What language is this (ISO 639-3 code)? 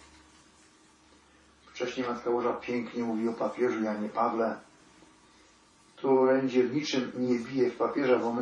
pol